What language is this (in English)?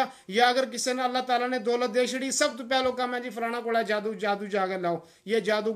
Gujari